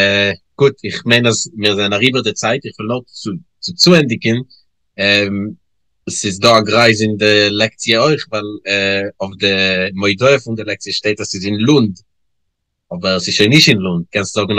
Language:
Yiddish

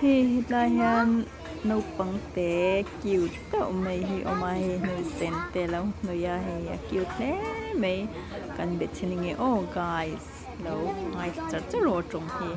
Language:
Mizo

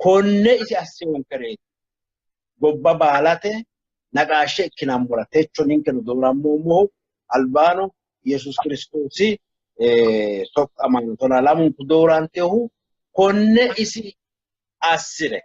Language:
Sidamo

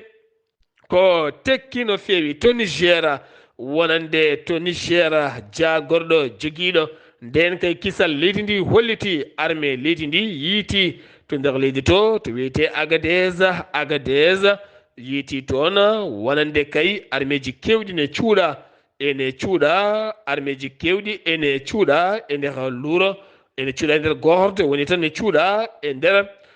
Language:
Fula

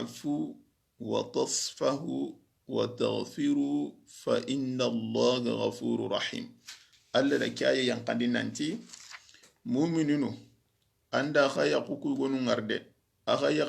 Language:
Soninke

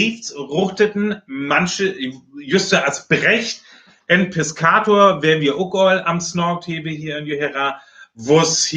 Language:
Northern Frisian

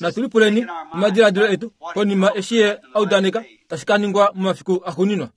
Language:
Kuanyama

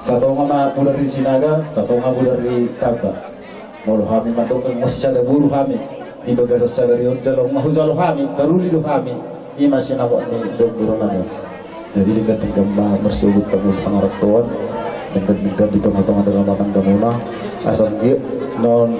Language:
Batak Toba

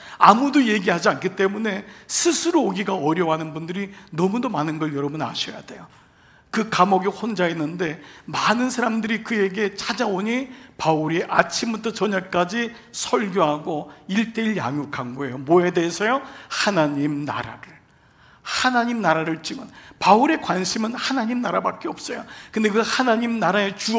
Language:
Korean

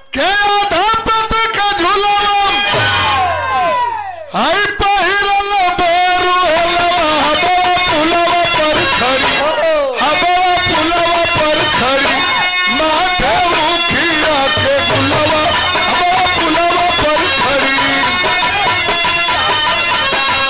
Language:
Bhojpuri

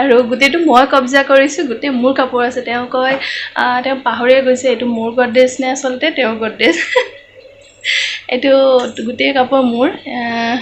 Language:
Assamese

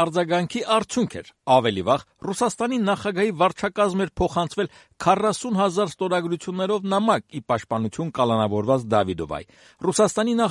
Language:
Armenian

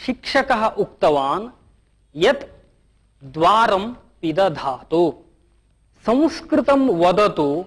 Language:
Sanskrit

